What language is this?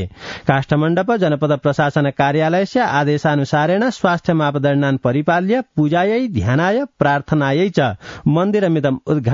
Sanskrit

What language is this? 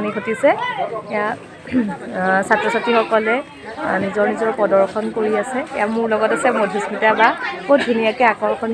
Assamese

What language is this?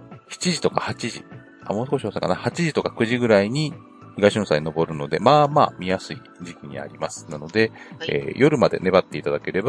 Japanese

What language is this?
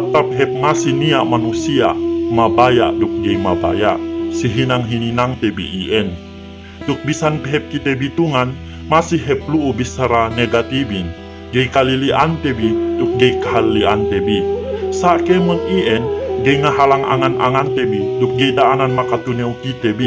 Yakan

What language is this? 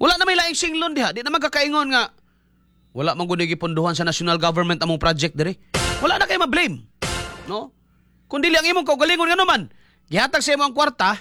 Cebuano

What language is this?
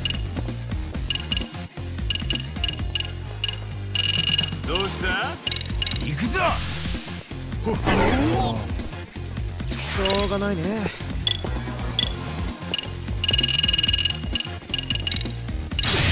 Japanese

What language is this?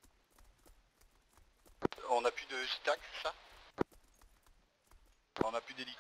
French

